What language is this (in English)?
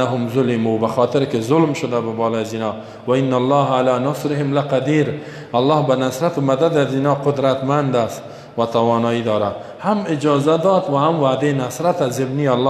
Persian